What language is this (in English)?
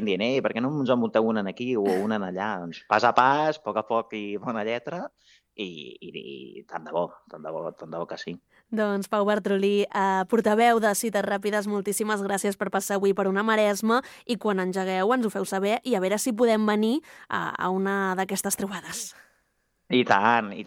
Catalan